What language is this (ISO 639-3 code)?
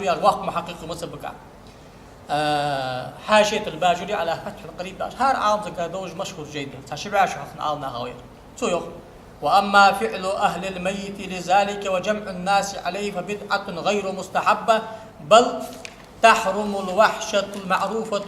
inh